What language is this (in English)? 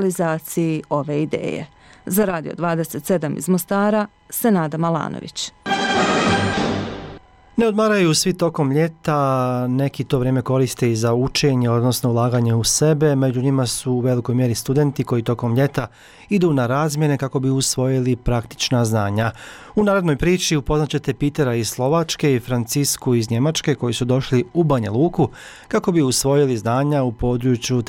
Bosnian